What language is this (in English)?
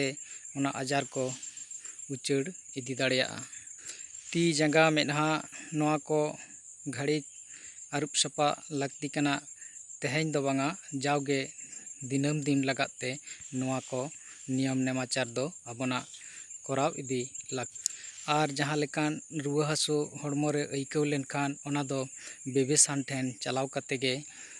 Santali